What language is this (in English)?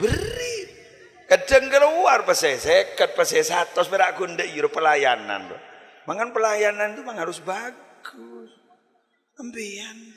Madurese